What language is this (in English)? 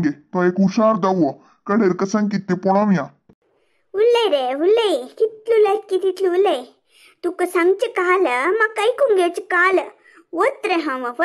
Konkani